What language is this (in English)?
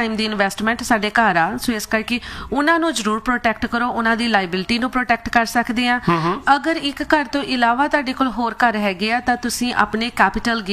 Punjabi